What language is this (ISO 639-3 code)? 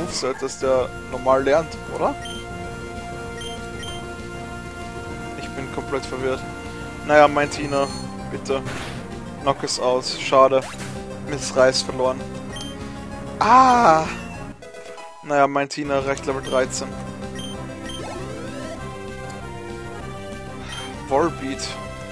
deu